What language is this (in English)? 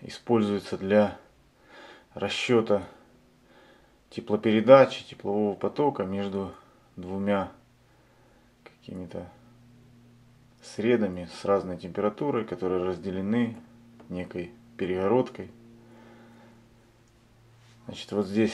Russian